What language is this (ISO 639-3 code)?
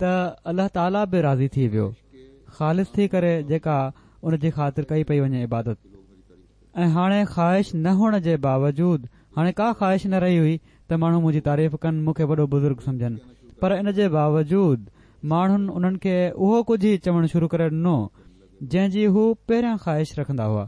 snd